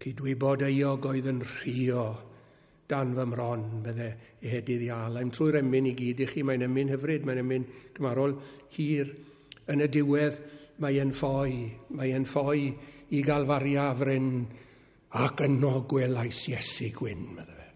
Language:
Welsh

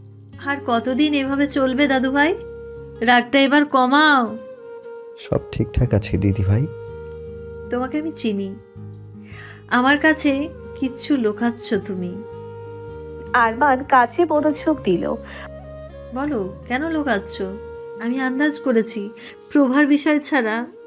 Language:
Bangla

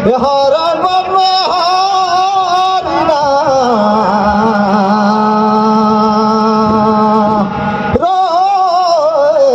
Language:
Surgujia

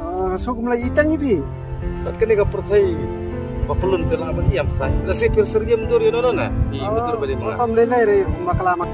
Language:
Khasi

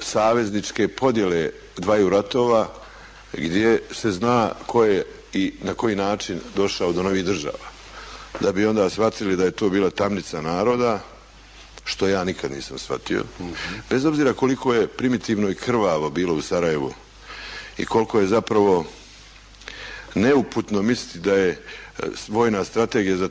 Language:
Bosnian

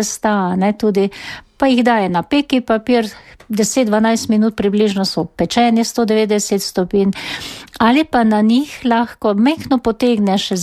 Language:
Slovenian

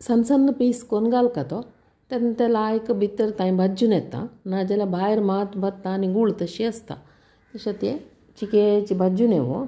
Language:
Konkani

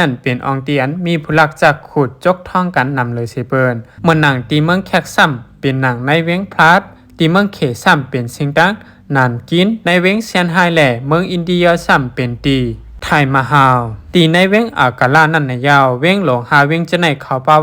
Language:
Shan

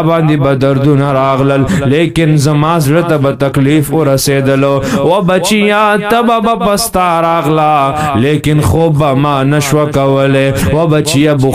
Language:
Pashto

